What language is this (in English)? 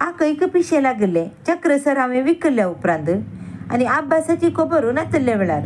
Konkani